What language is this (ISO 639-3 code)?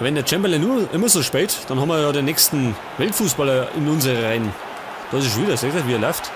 bar